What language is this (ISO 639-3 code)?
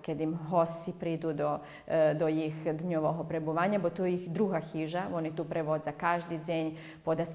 rue